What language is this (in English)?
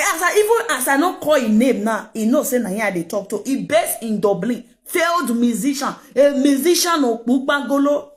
Nigerian Pidgin